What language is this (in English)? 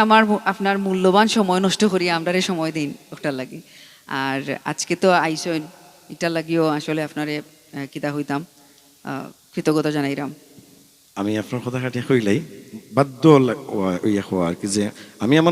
Sylheti